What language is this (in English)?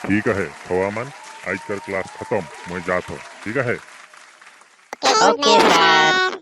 Sadri